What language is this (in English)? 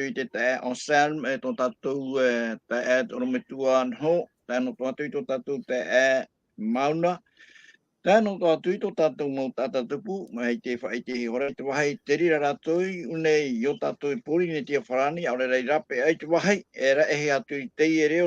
Tahitian